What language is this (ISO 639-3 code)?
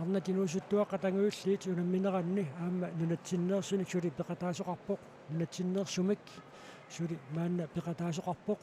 kal